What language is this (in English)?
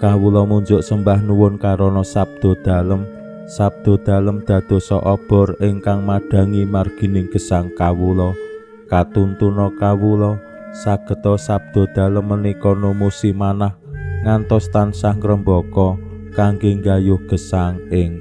Javanese